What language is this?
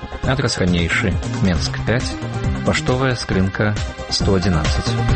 Belarusian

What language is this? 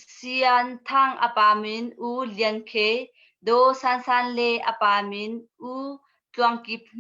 Hakha Chin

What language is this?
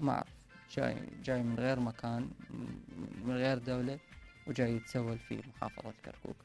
Mesopotamian Arabic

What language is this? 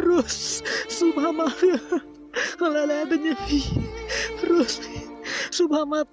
Khasi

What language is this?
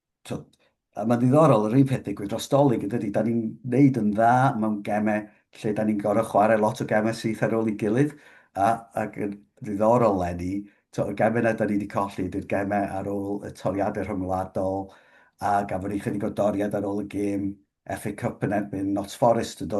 Welsh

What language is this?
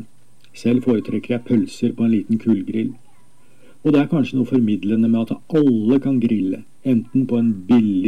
Norwegian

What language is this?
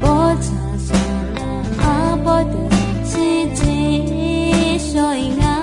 Akha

